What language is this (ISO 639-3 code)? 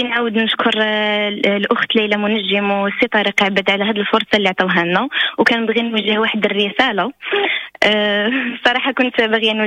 ary